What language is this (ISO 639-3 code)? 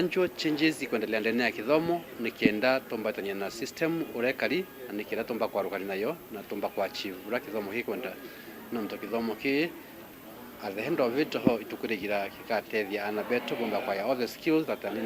mer